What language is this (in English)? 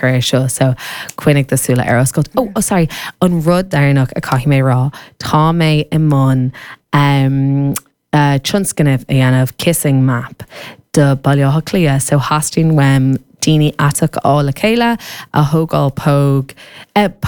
Irish